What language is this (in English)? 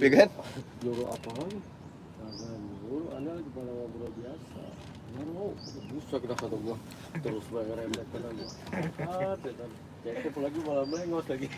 Betawi